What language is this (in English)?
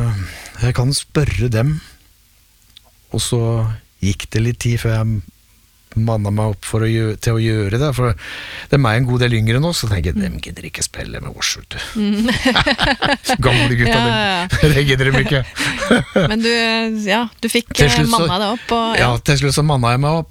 Norwegian